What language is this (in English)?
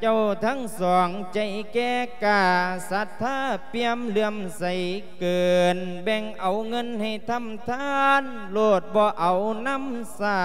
Lao